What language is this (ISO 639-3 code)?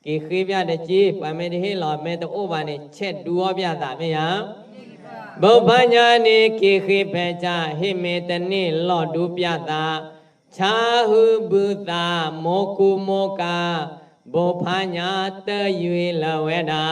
ksw